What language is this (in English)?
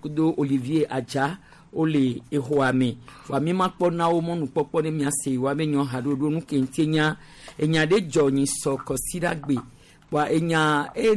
Gen